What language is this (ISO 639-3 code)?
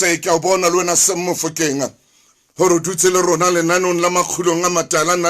sot